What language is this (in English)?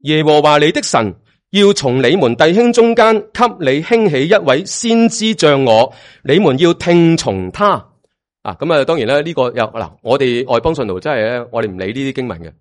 Cantonese